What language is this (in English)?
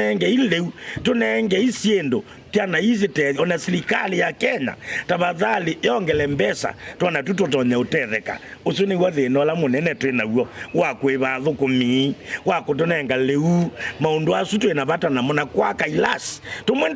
Kamba